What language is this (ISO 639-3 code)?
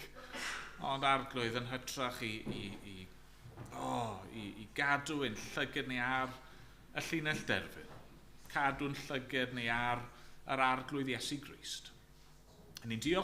cym